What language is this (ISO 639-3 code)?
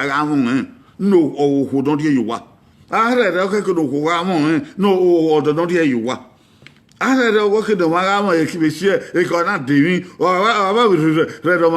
bin